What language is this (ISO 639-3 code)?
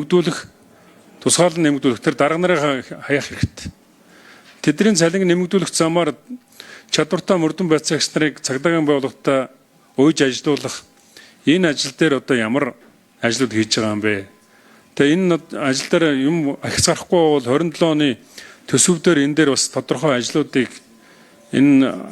mon